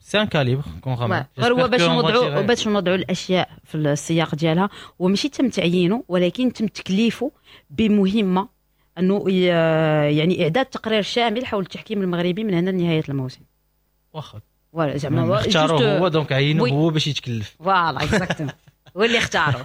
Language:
Moroccan Arabic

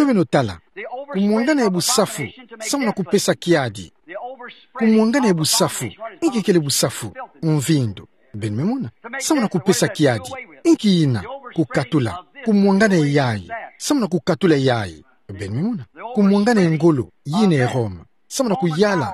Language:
Kituba (Democratic Republic of Congo)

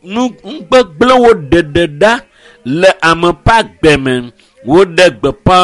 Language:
Ewe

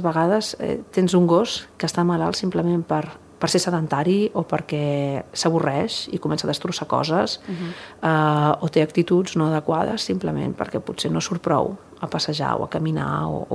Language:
Catalan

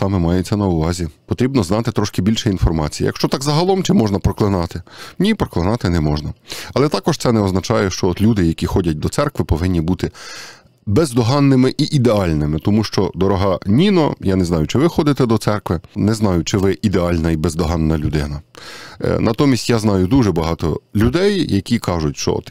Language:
Ukrainian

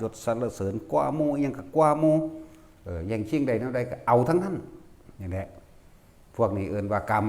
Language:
Northeastern Thai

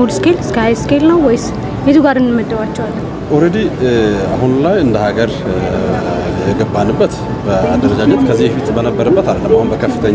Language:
Amharic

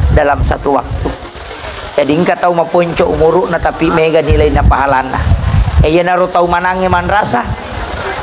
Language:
Buginese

